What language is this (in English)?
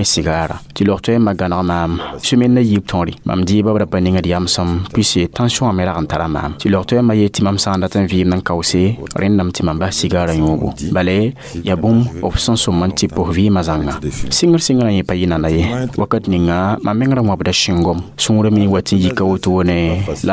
Mossi